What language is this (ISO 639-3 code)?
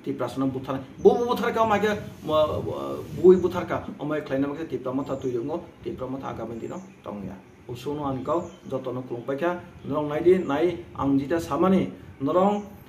trp